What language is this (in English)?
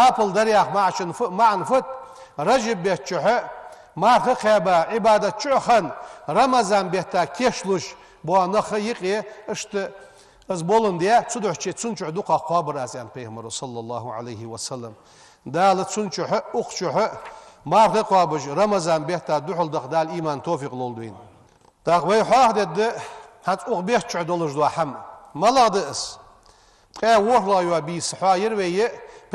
Ingush